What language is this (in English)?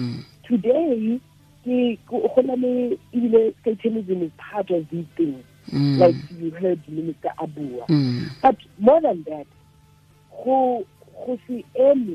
Tswana